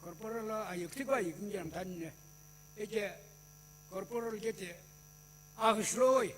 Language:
Sumi Naga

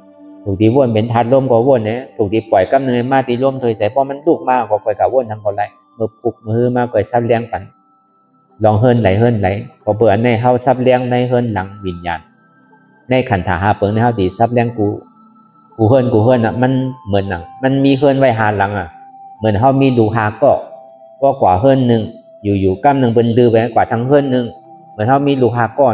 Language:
Shan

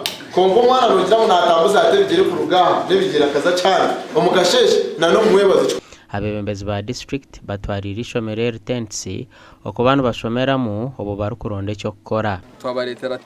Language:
Nyankole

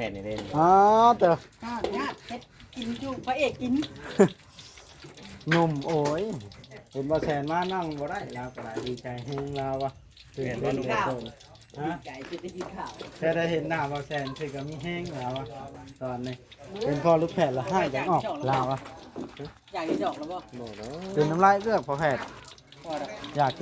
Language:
Lao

